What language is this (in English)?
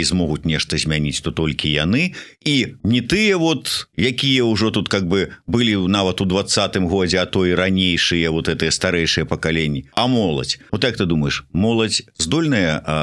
Belarusian